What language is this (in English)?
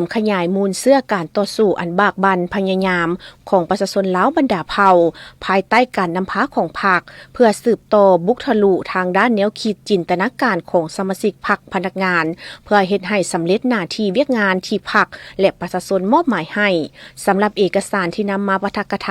Lao